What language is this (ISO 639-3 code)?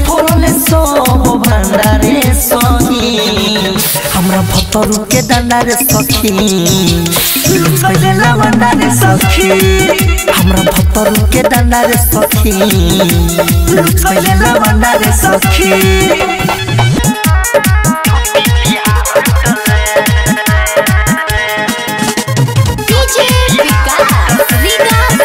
bho